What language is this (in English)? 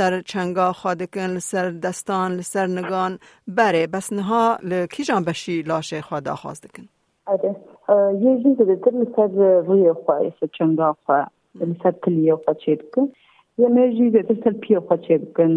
Kurdish